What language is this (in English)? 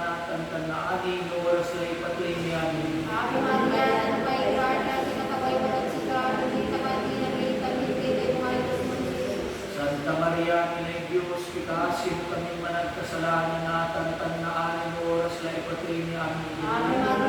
Pangasinan